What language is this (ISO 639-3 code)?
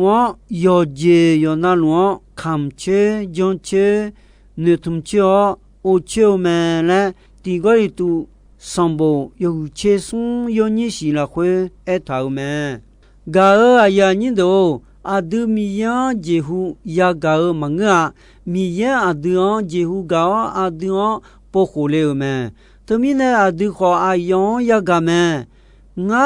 ahk